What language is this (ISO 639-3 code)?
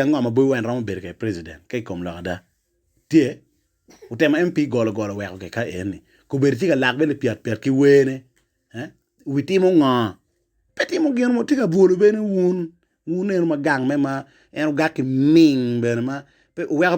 ach